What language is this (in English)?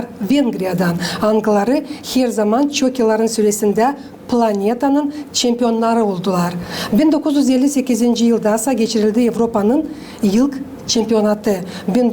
Gagauz